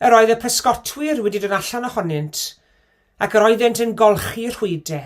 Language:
Welsh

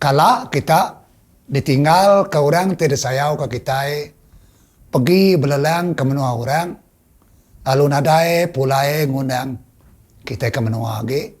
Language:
Iban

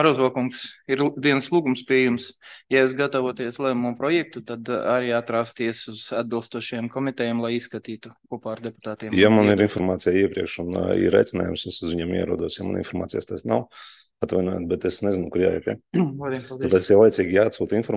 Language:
Latvian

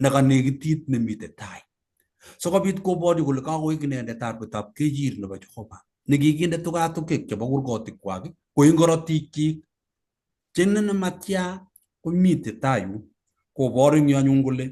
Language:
Kalenjin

